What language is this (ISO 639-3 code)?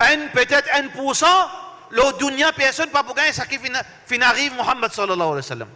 mfe